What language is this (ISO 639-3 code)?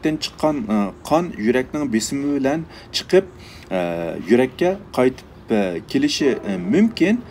uig